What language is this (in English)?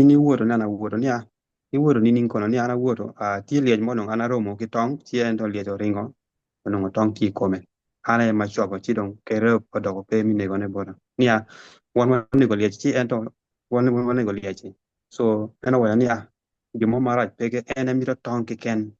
Acoli